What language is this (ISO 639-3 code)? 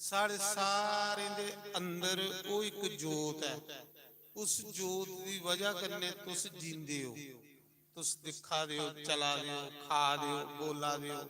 doi